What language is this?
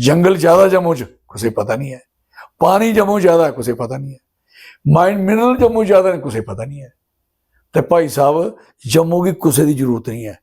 Dogri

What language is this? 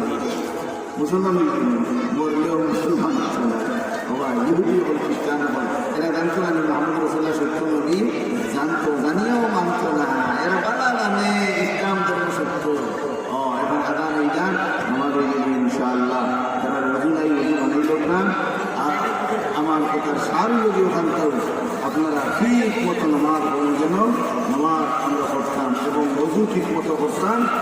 Sylheti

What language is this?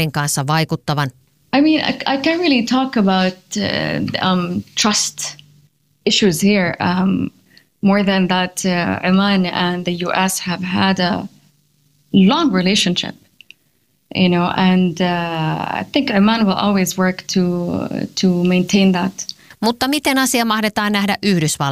Finnish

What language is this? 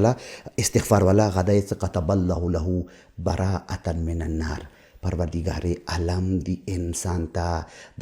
Pashto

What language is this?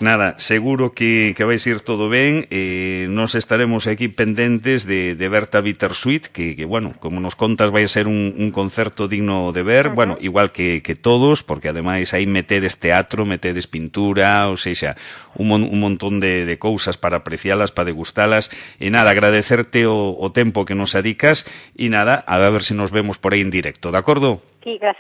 Galician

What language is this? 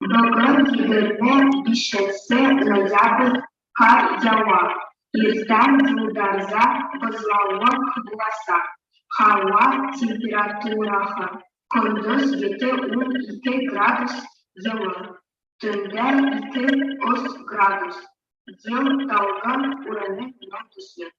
Bashkir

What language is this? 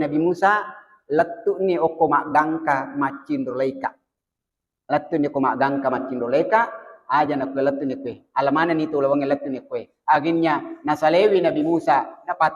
Buginese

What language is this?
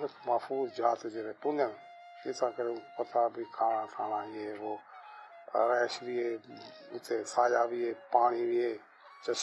Saraiki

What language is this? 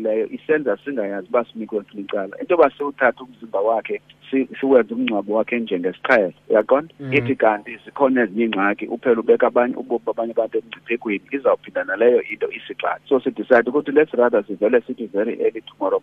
Xhosa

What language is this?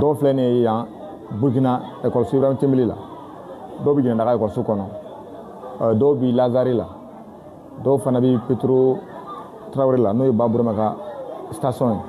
Bambara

